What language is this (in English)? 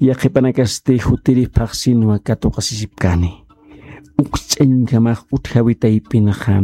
Aymara